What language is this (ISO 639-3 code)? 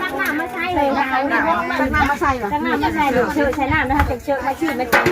tts